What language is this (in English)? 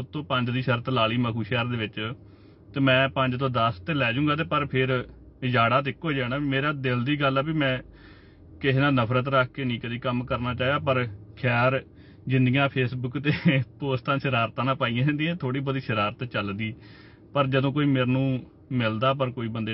Punjabi